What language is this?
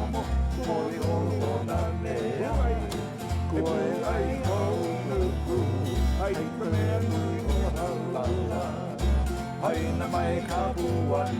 Hawaiian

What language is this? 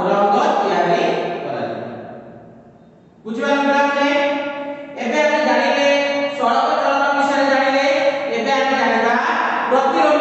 Odia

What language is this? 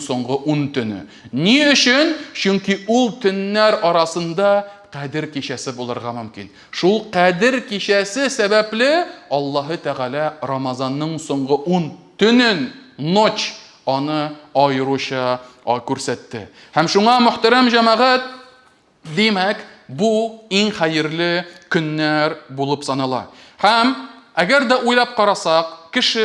Tatar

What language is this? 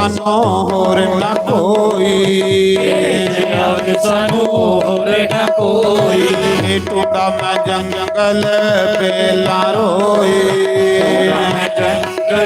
Dogri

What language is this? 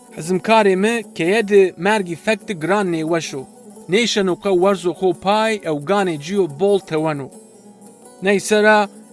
Zaza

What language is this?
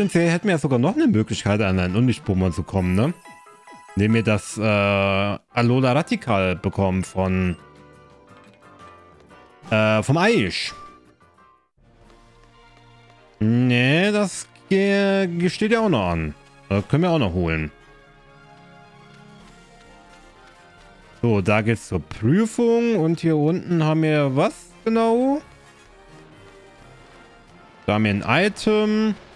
German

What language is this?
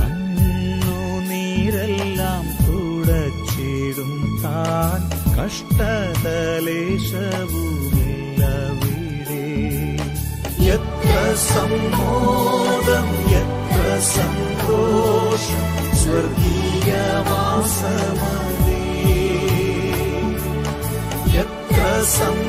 Malayalam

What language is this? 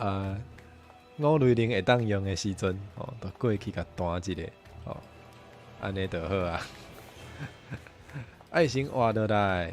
Min Nan Chinese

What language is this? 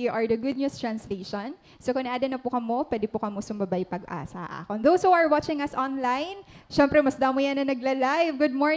Waray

